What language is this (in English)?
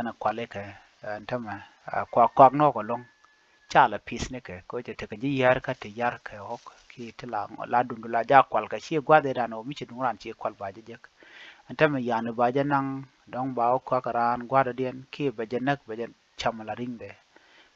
Nuer